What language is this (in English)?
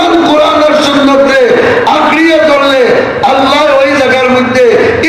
Sylheti